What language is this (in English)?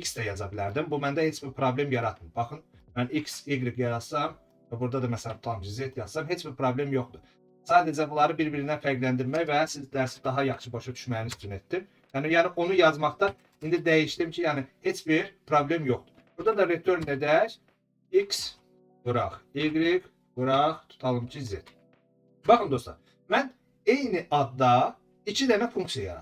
Azerbaijani